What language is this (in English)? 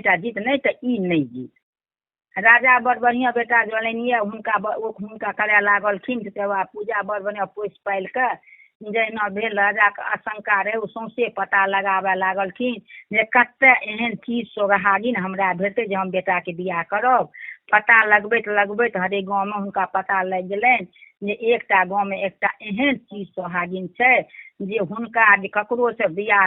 Maithili